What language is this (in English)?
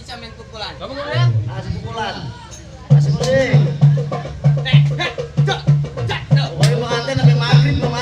Betawi